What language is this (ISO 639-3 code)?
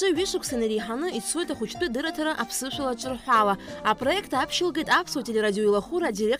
abk